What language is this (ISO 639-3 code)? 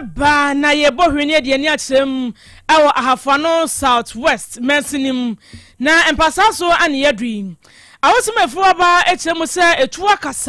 aka